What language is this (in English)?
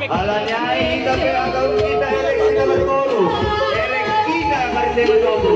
Batak Simalungun